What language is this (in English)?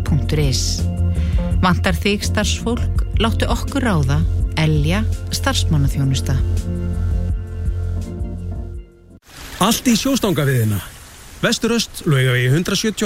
Icelandic